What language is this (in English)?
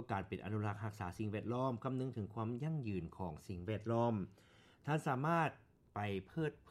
Lao